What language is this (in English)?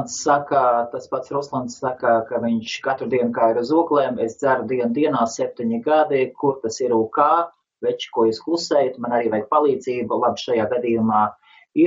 Latvian